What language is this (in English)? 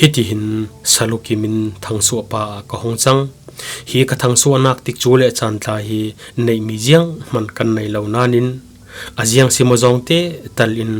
Falam Chin